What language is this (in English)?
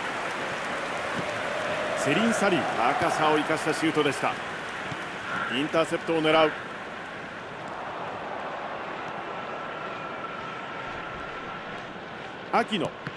Japanese